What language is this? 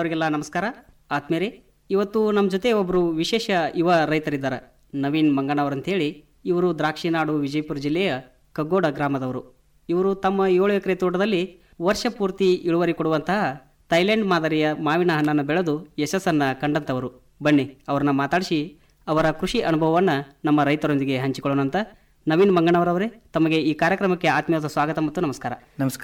Kannada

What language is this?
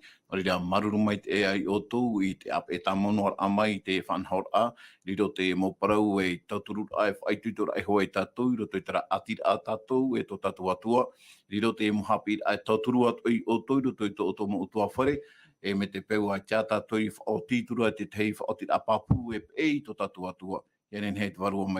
Tahitian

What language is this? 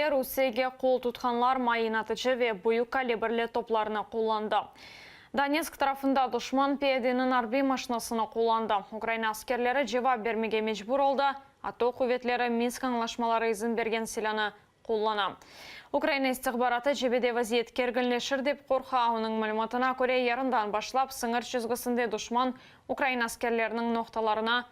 Crimean Tatar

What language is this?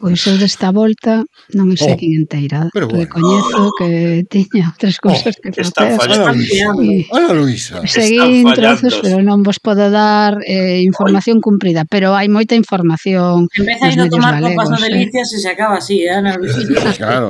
Galician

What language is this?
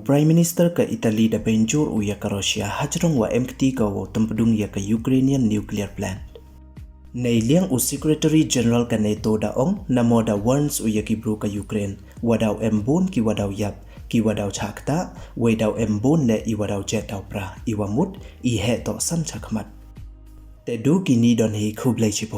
Pnar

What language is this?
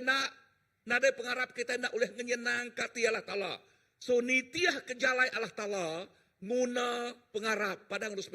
Iban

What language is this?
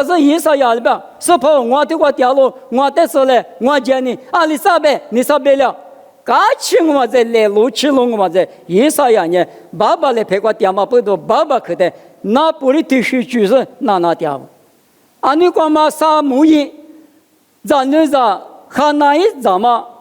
Lisu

